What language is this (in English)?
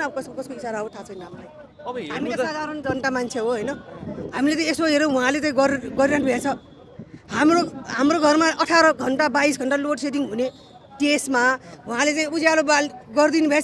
Nepali